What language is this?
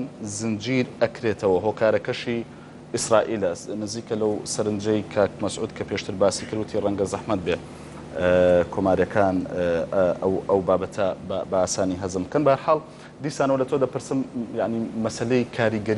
Central Kurdish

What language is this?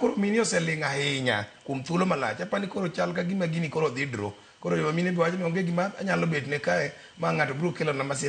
Luo (Kenya and Tanzania)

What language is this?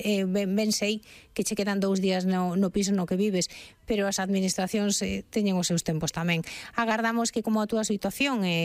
Galician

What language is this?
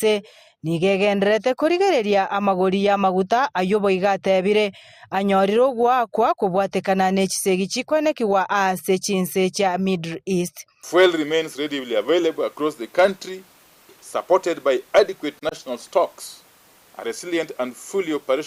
Gusii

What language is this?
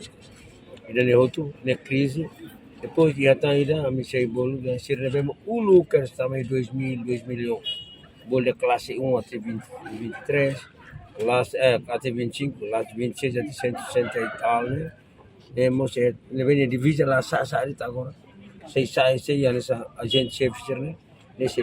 Tetum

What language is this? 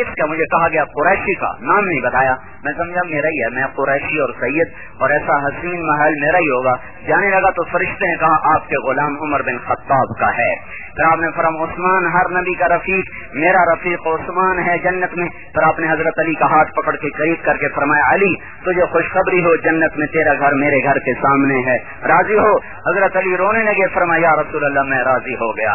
Urdu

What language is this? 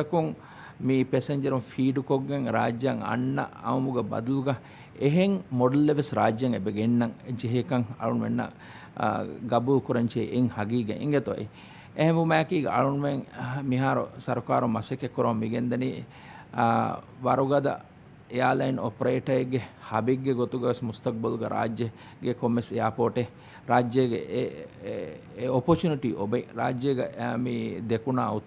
Divehi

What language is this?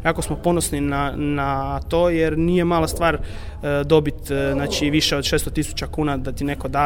Croatian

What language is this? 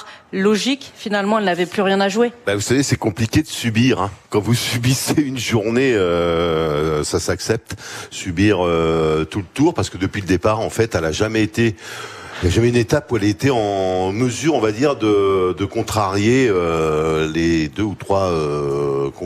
French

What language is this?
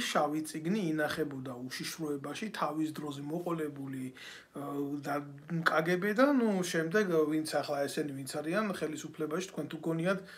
Georgian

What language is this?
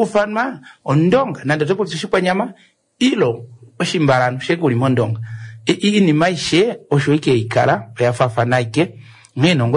Kuanyama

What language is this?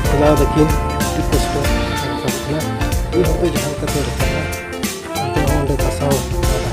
Santali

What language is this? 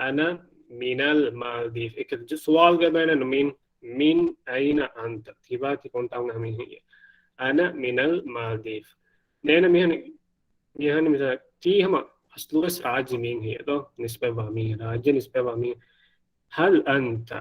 Divehi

